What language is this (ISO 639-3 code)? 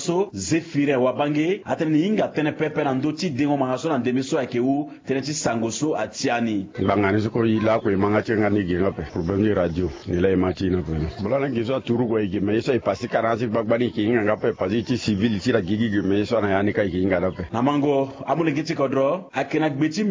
sag